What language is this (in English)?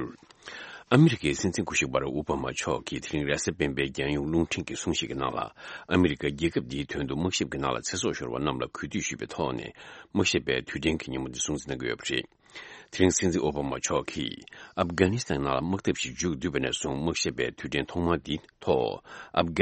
Tibetan